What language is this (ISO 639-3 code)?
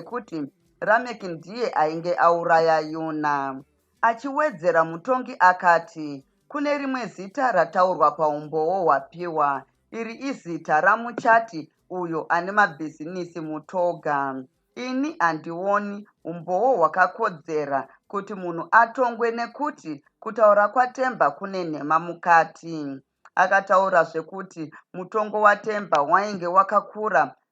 sna